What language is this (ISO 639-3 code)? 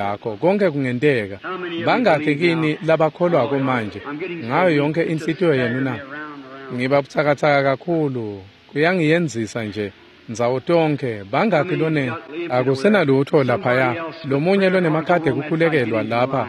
ssw